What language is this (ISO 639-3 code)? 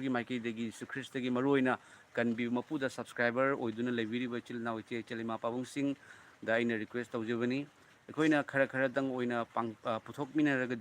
mni